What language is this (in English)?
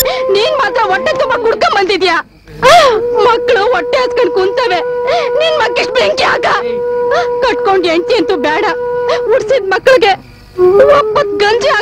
Kannada